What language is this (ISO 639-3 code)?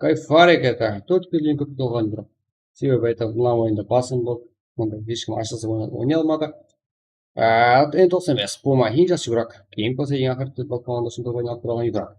kaa